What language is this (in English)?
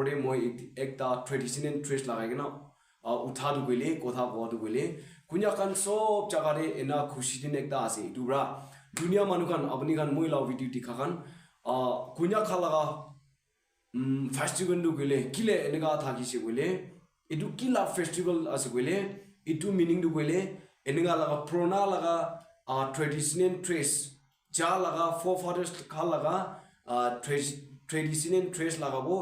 Naga Pidgin